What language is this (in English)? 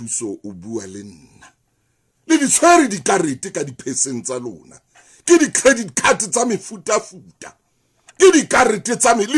Southern Sotho